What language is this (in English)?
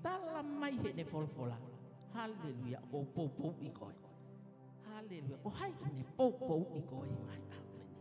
Tongan